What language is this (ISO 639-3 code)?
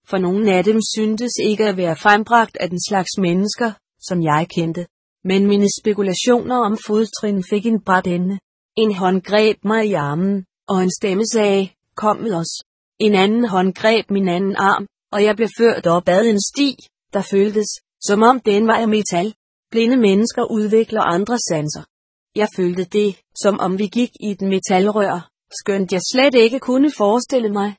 dan